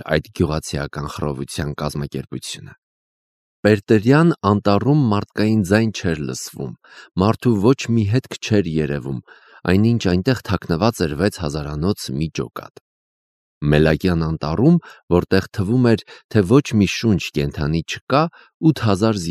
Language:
Armenian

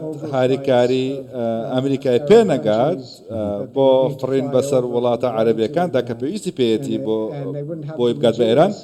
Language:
Central Kurdish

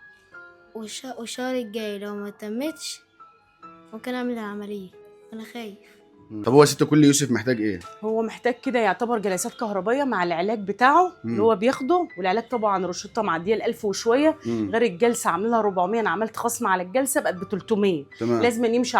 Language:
Egyptian Arabic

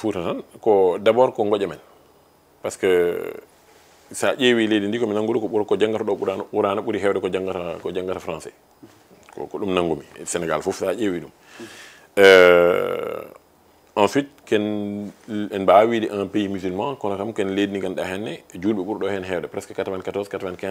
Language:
Fula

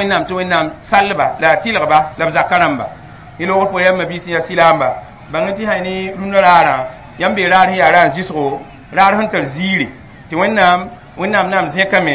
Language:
Mossi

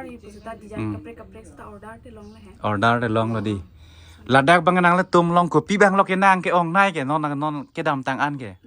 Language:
Karbi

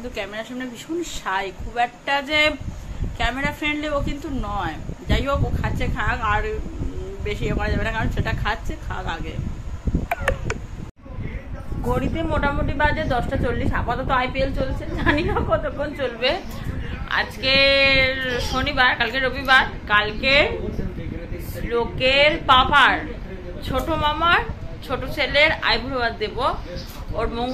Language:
Bangla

